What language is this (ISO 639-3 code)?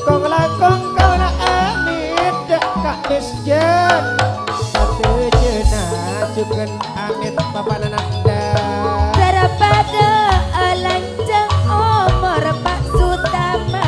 mad